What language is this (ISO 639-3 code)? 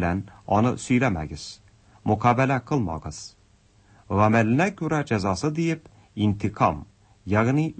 tat